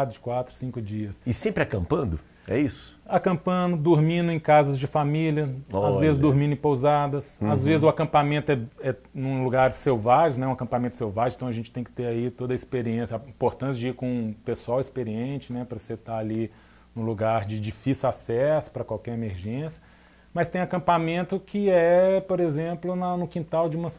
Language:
Portuguese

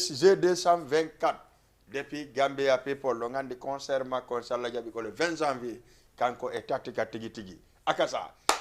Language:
Fula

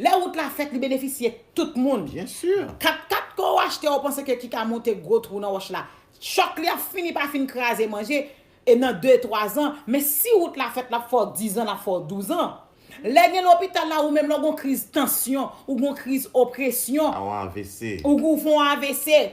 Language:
Haitian Creole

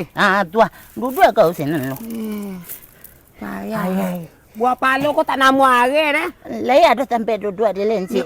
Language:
Minangkabau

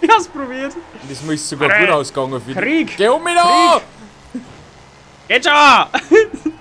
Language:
Bavarian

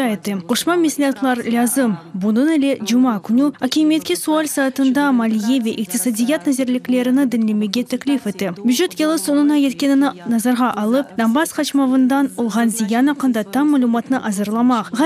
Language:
Crimean Tatar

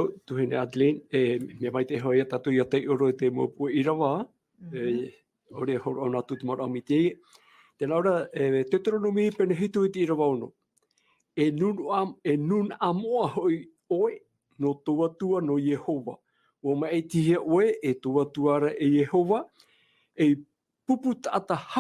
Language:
Tahitian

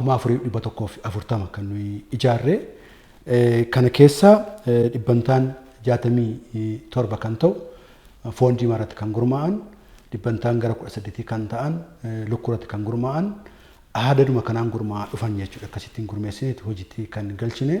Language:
Oromo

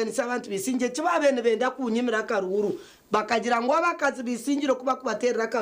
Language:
Nyankole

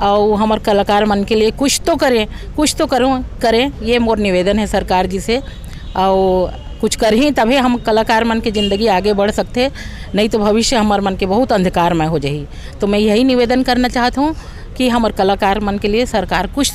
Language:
Chhattisgarhi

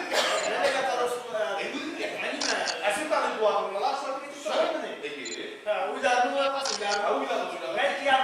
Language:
Bashkir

